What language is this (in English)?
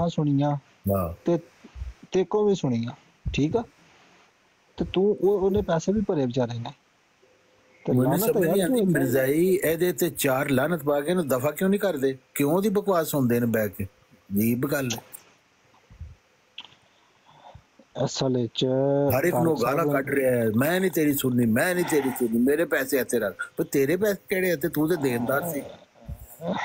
Punjabi